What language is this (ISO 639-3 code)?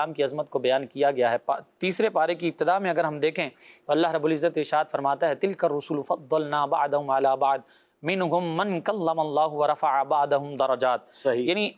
urd